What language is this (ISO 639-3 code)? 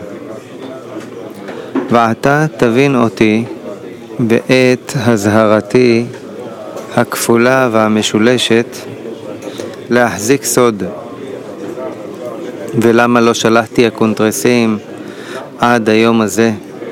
heb